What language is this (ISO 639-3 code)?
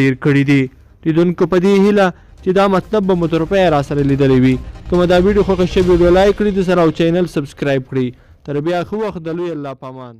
pus